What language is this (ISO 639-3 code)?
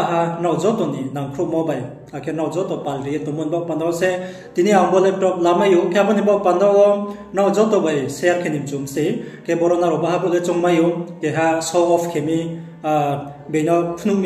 ria